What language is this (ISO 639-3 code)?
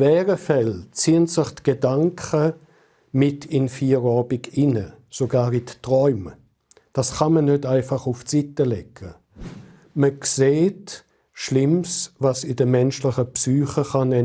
gsw